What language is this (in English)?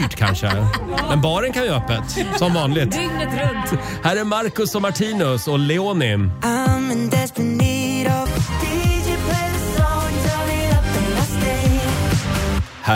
Swedish